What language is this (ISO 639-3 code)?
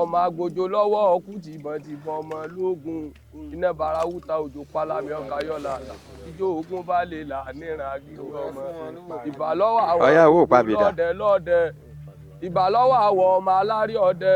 yor